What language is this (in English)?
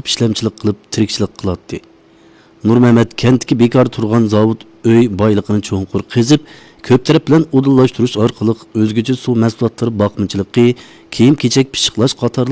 Uyghur